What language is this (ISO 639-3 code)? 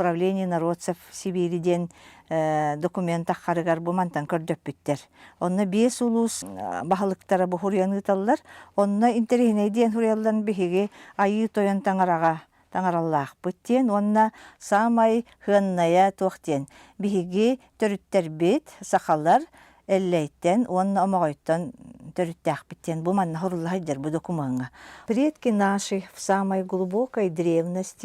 sah